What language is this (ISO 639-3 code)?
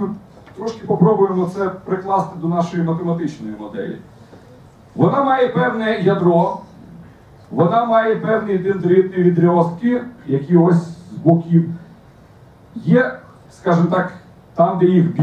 ukr